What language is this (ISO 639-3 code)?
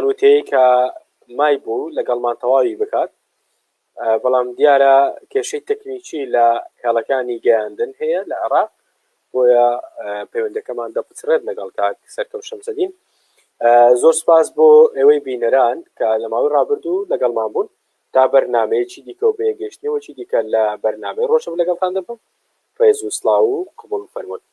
ckb